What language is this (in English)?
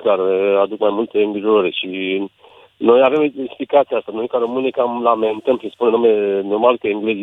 Romanian